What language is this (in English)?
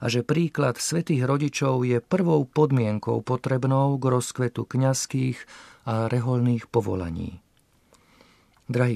Slovak